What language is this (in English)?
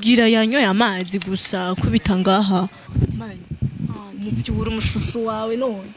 Rundi